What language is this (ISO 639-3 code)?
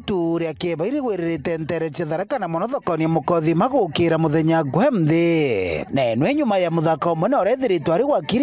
mer